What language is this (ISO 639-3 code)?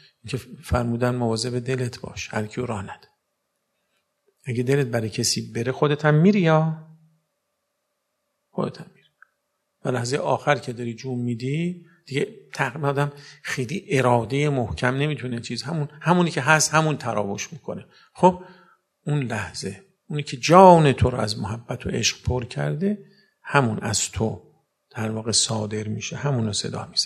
fas